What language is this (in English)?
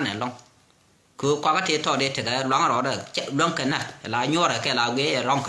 Nuer